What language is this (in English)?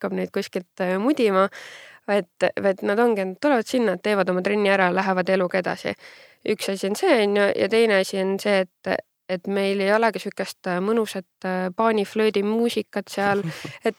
Estonian